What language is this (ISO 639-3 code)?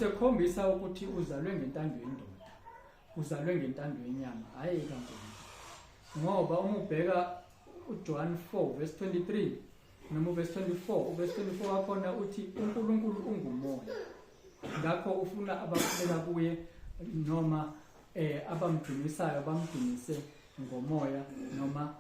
zul